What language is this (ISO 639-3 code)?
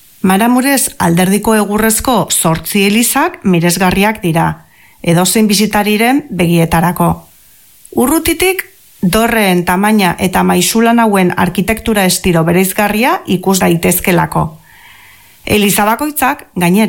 eus